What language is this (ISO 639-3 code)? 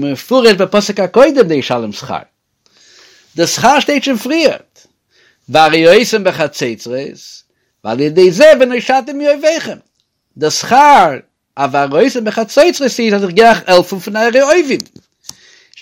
yid